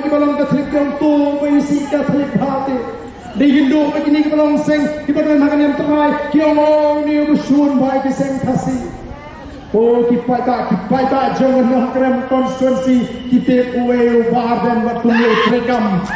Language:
Khasi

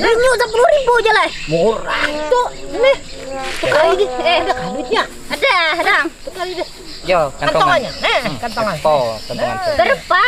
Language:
Banjar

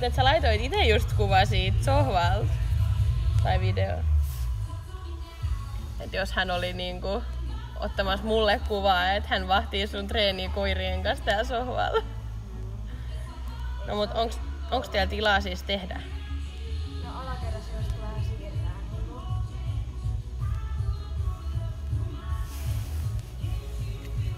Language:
Finnish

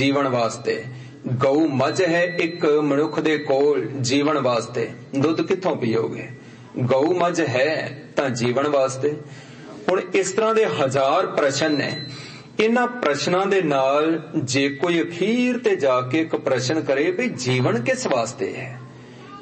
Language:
Punjabi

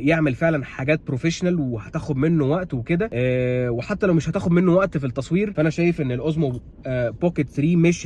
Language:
Egyptian Arabic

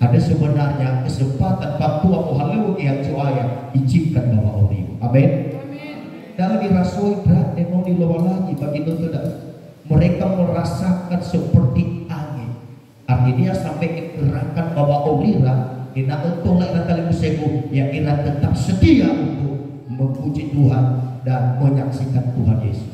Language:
Nias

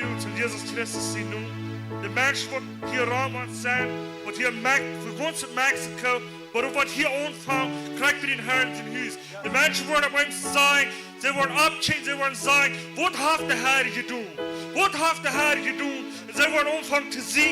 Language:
Plautdietsch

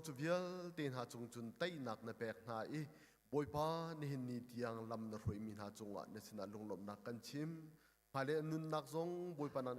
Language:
Hakha Chin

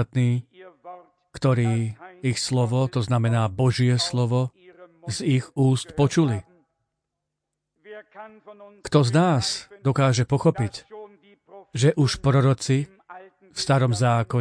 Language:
Slovak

